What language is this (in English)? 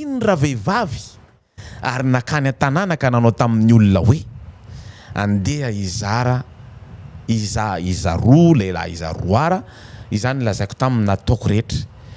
Malagasy